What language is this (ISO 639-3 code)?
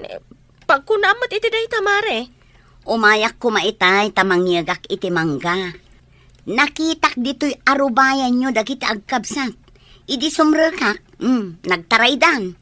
ilo